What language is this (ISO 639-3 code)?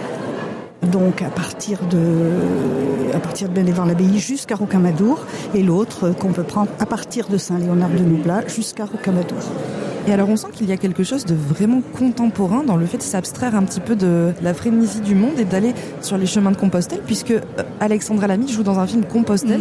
fra